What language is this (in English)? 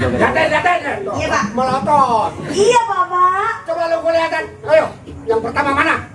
Betawi